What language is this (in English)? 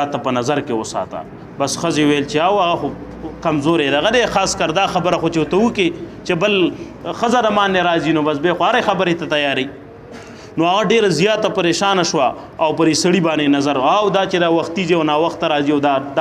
Pashto